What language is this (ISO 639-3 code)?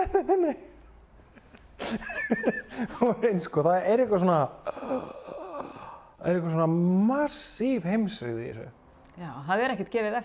isl